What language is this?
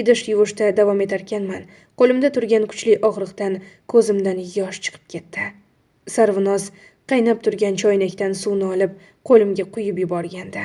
Uzbek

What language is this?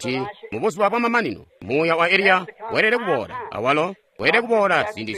Tonga (Zambia)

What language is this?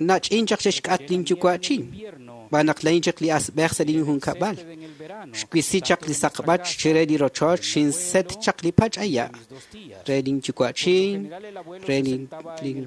Kekchí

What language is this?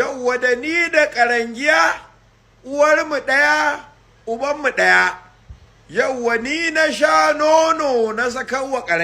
Hausa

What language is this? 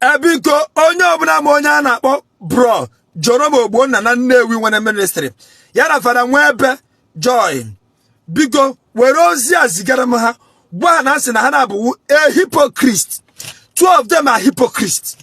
Igbo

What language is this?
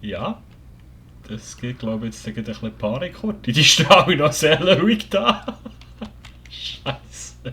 Swiss German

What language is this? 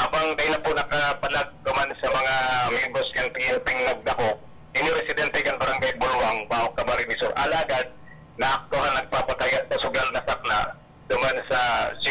Bikol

